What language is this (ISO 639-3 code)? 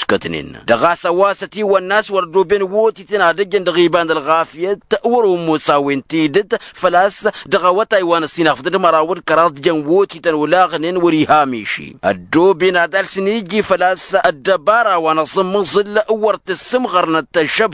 taq